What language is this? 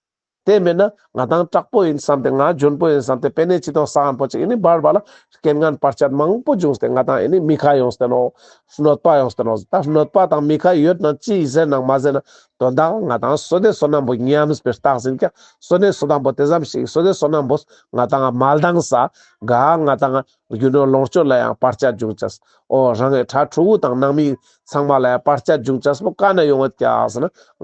Ladakhi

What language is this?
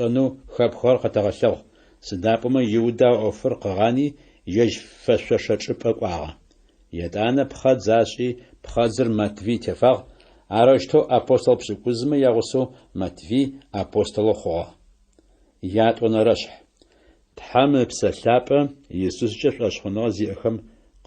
Adyghe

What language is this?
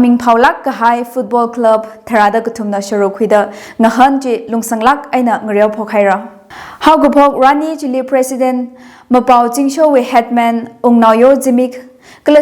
Tangkhul Naga (India)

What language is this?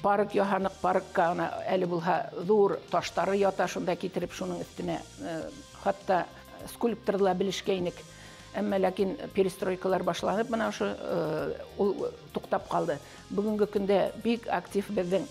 Bashkir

